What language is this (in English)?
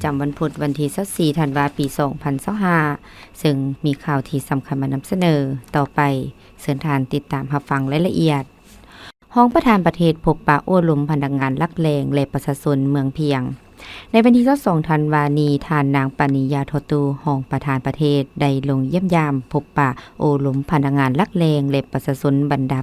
Lao